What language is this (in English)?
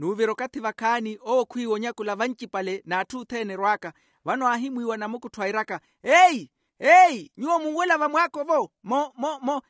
Makhuwa